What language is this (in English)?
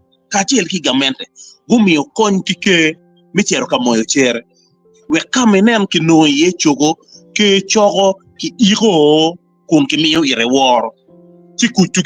Acoli